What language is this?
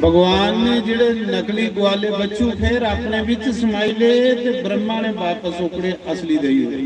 Dogri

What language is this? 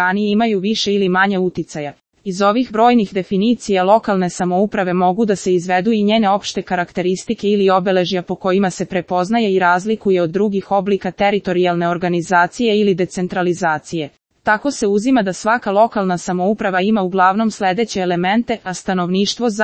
Serbian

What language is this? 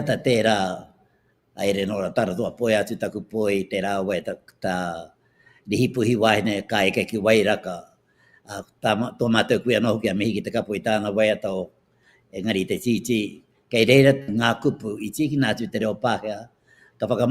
Māori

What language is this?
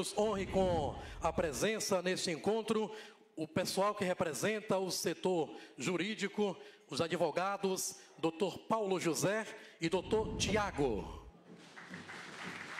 Portuguese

